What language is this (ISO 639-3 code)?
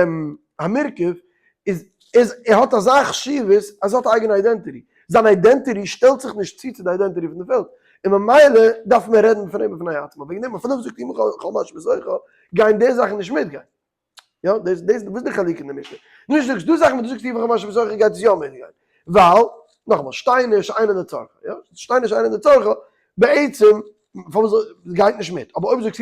yid